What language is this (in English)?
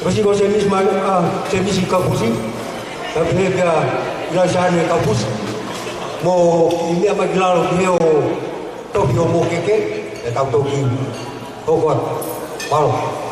Tongan